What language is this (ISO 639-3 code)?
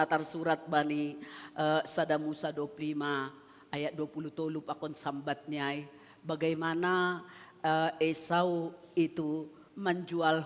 bts